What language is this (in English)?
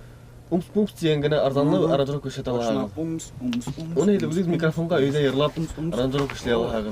Bashkir